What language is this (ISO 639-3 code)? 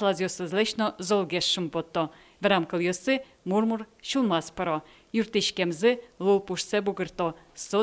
udm